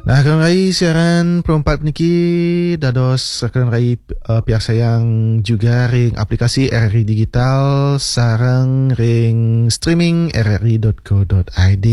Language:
Balinese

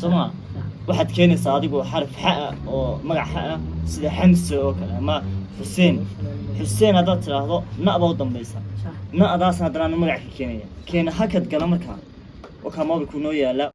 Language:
Somali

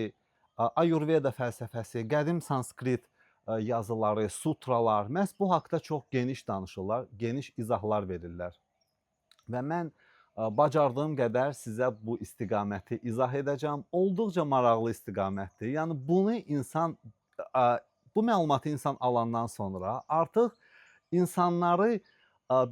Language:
Azerbaijani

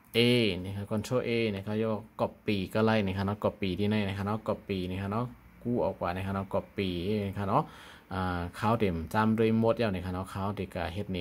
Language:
Shan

